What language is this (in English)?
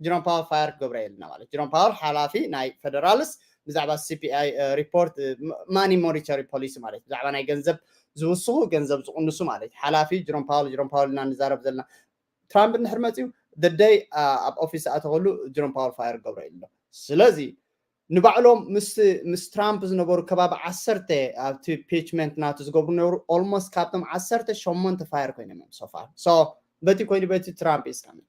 Tigrinya